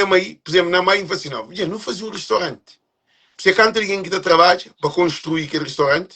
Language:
Kabuverdianu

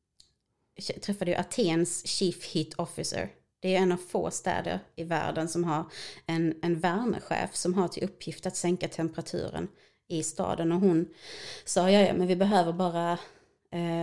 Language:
Swedish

